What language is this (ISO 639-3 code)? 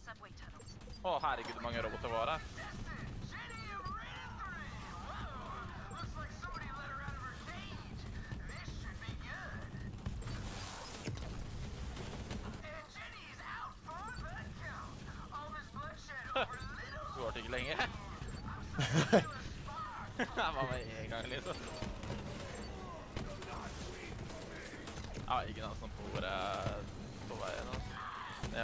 nor